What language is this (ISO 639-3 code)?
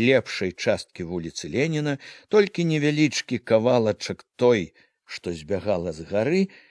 bel